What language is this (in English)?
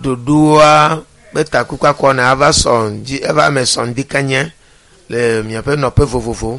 Ewe